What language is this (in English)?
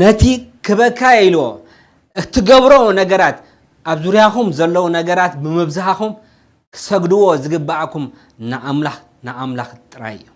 Tigrinya